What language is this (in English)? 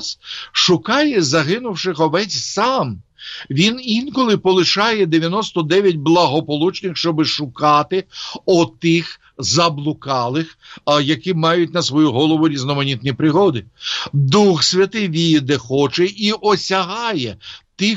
Ukrainian